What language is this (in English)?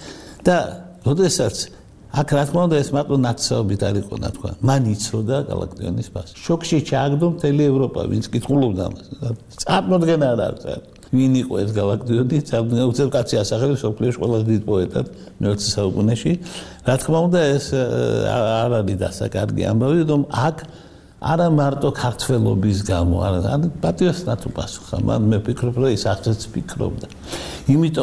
Georgian